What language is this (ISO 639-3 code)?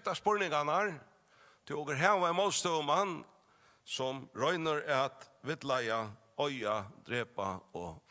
fao